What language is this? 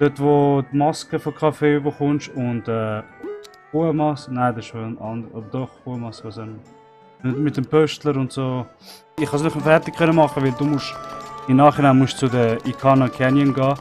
Swiss German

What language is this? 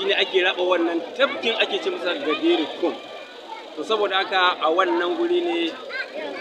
Hausa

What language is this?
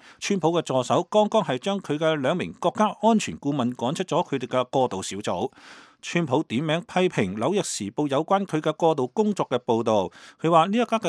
Cantonese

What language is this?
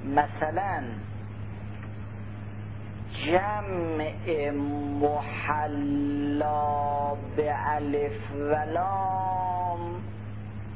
Persian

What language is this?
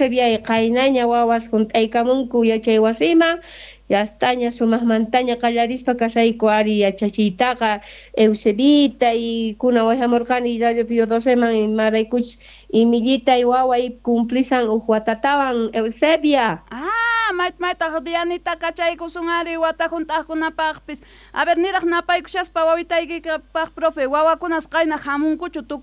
South Bolivian Quechua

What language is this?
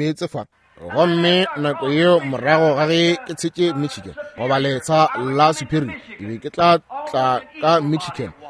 Northern Sotho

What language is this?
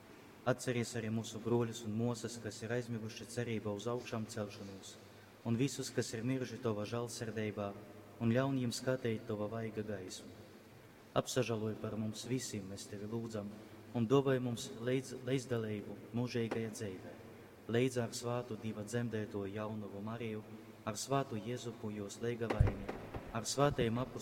Latgalian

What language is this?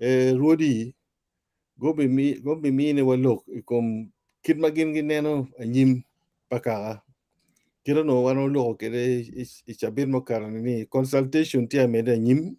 Acoli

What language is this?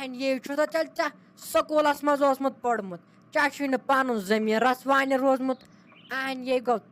Kashmiri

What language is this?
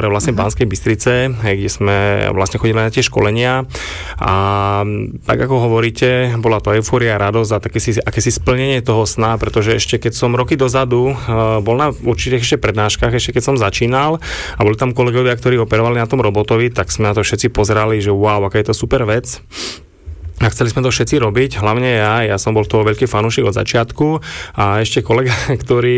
Slovak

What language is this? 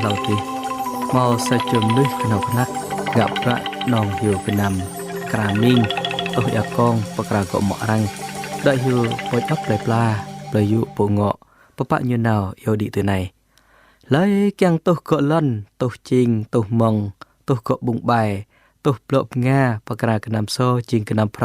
Jarai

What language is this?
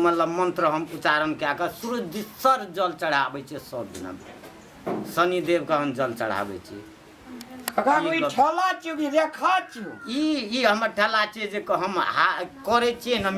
Maithili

